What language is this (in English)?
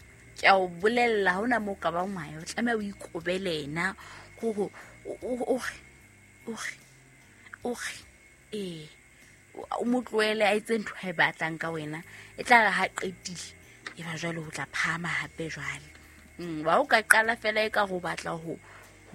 Southern Sotho